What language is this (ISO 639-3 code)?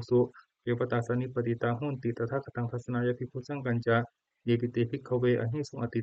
pli